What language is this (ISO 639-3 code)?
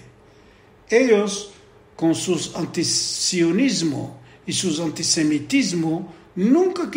lad